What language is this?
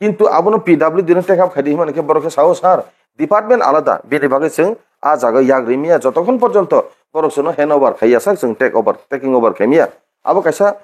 Kok Borok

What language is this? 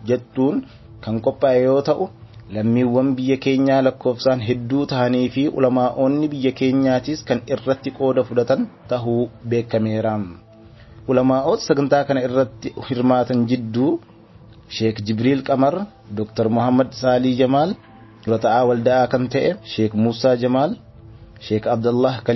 Oromo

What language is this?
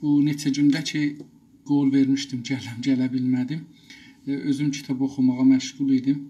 South Azerbaijani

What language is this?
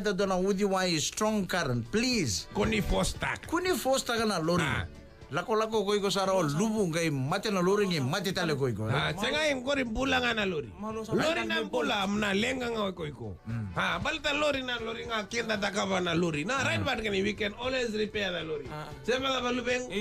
Fijian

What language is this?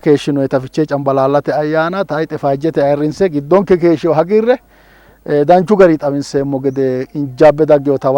Sidamo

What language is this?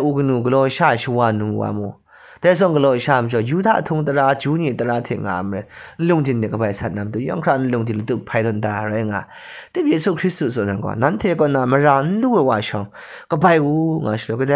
Kachin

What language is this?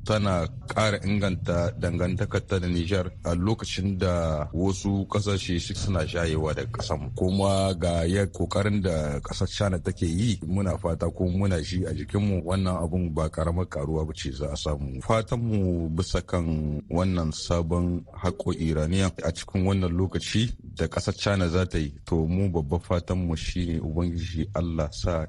Hausa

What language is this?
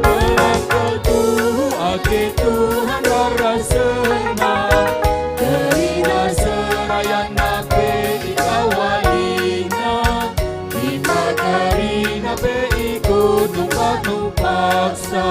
Batak Karo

